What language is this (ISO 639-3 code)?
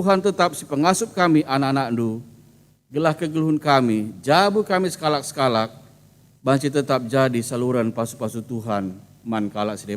btx